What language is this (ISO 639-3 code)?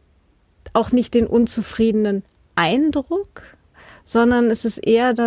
deu